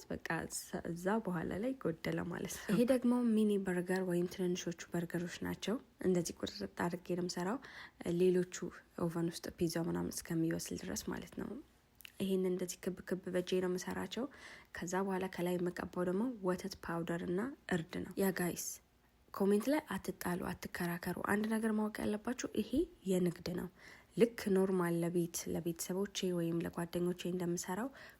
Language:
Amharic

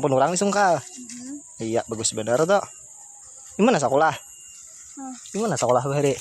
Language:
Banjar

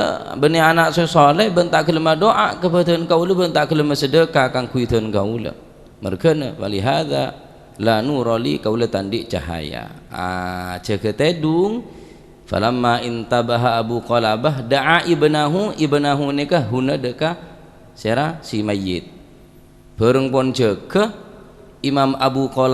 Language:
Madurese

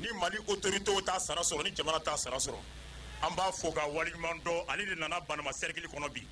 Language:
Bambara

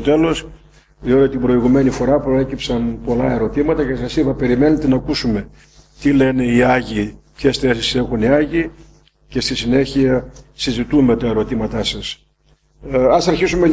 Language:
Greek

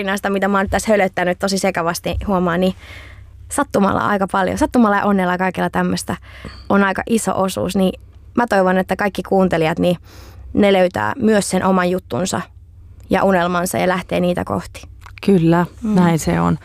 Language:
Finnish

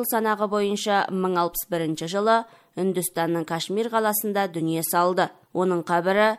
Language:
Kazakh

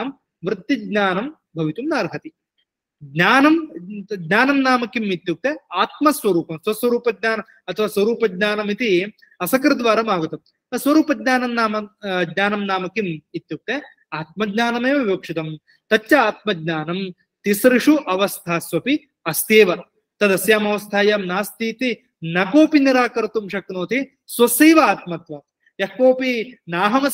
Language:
Sanskrit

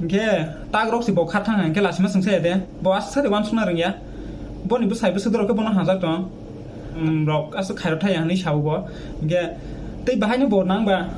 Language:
Kok Borok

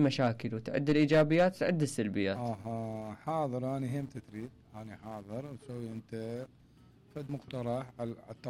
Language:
Mesopotamian Arabic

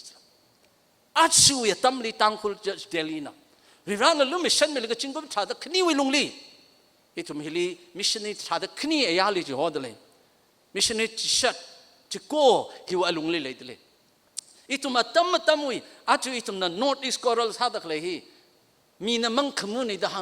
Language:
Tangkhul Naga (India)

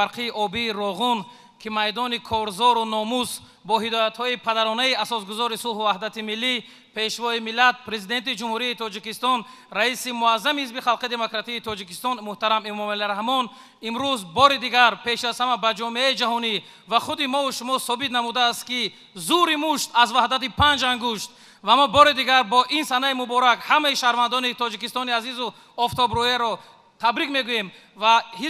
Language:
Tajik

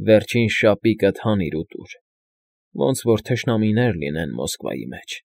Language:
Armenian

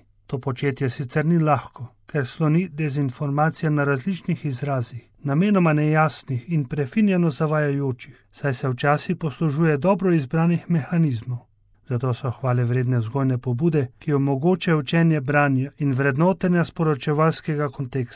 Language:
Slovenian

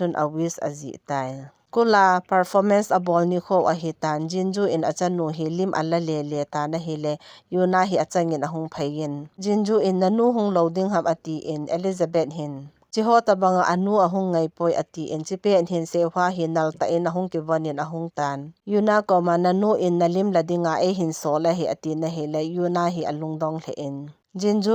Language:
Thado Chin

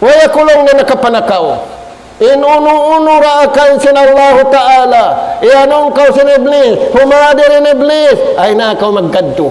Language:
Tausug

